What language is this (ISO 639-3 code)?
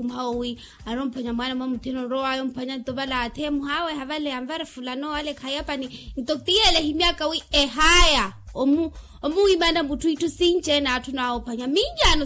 vmw